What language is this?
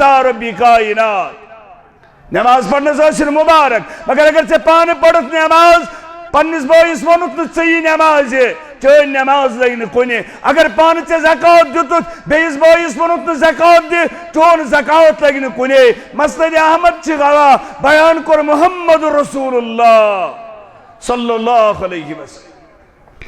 Kashmiri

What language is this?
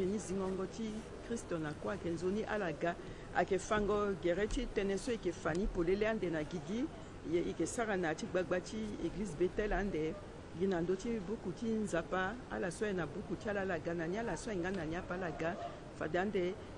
Sango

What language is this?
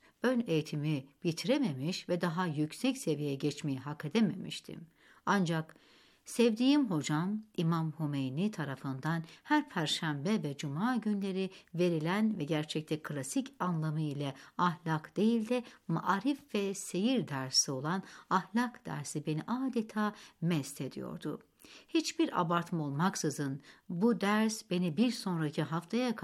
Turkish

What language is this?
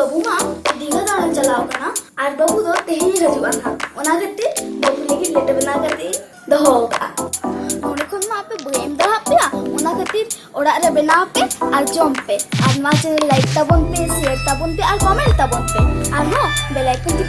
Santali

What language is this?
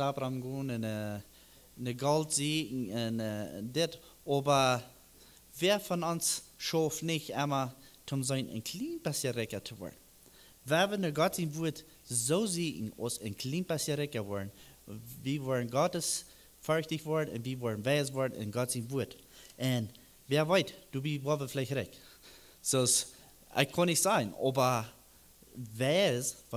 Plautdietsch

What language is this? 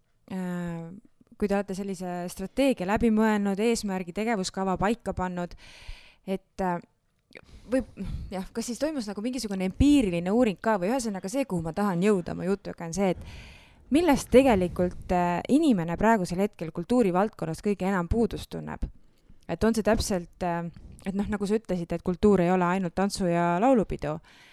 Estonian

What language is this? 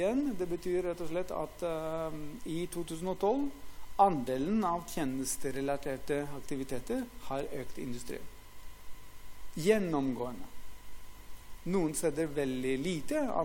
Norwegian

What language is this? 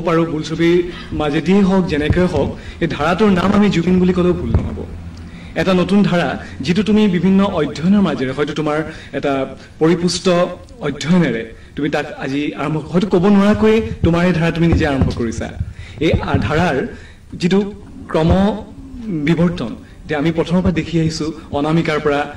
Assamese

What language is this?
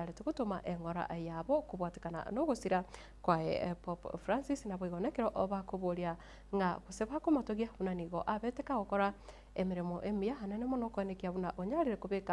Gusii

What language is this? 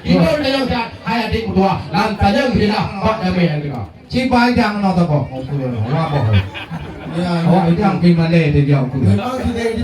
Achinese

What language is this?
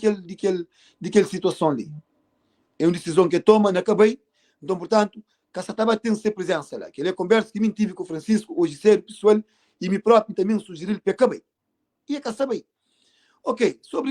Kabuverdianu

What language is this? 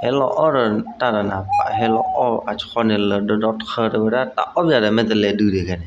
S'gaw Karen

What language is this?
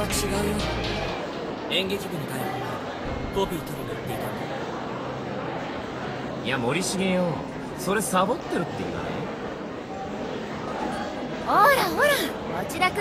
Japanese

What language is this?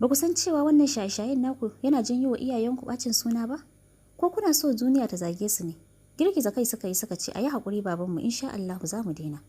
Hausa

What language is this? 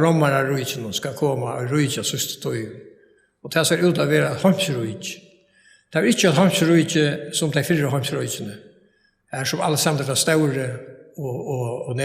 Faroese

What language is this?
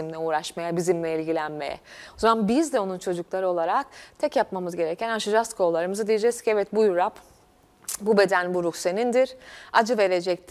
Turkish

